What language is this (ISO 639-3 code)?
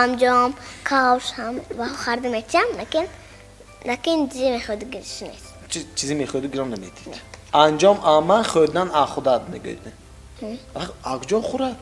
tgk